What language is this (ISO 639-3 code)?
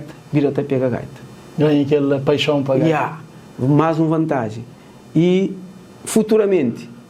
kea